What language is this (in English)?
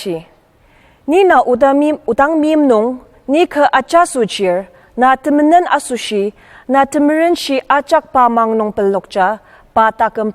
Ao Naga